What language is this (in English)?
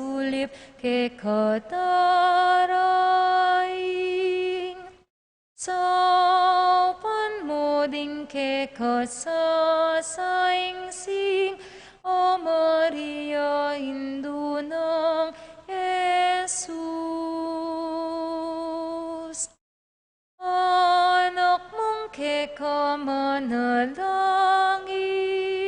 Pampanga